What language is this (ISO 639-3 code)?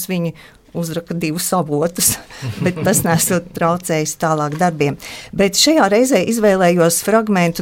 lav